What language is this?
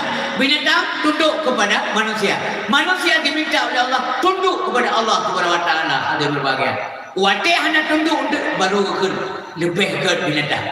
Achinese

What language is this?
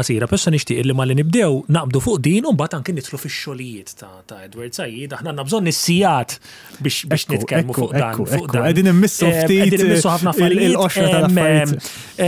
Maltese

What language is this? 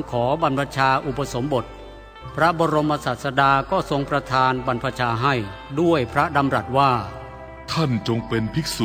Thai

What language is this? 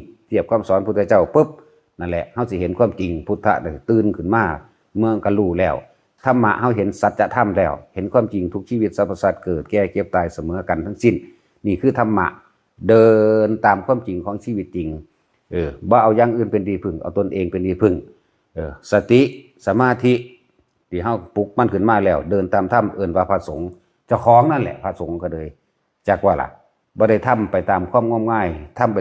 Lao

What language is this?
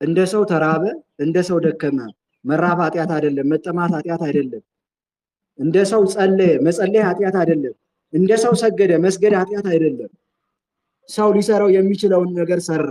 Amharic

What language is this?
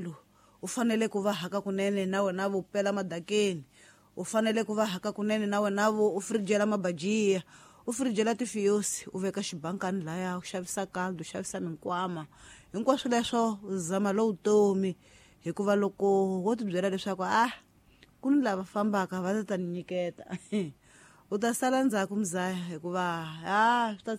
Tsonga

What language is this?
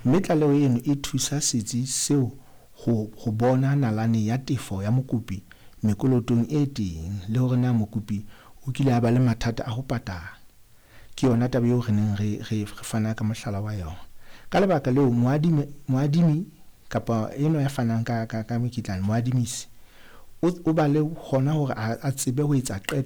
Southern Sotho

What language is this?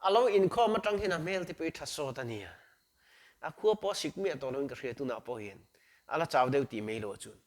Mizo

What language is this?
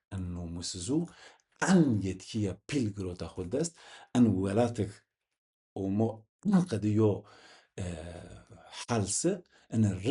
Zaza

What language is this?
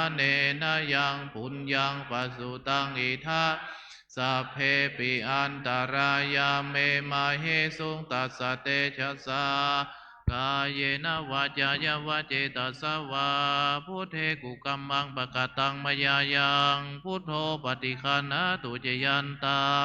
Pali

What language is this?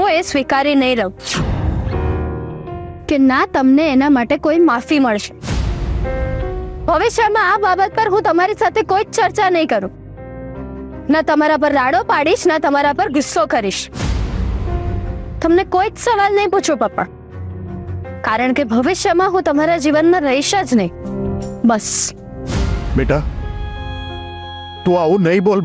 Gujarati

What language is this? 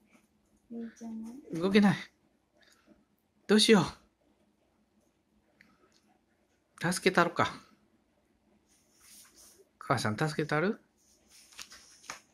Japanese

